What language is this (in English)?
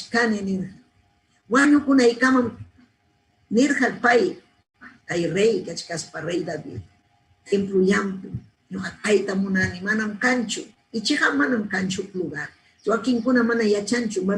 Ayacucho Quechua